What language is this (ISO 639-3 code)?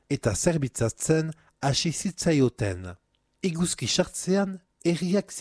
eus